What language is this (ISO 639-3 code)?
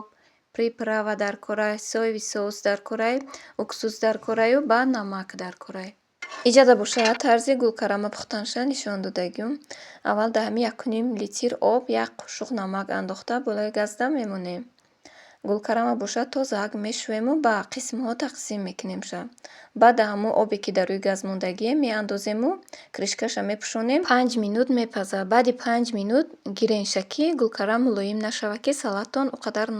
tgk